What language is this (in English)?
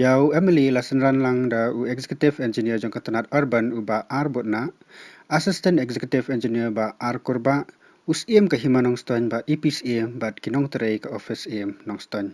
Khasi